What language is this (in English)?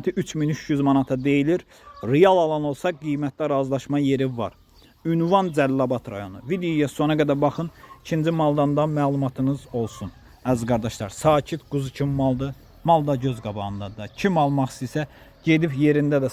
Azerbaijani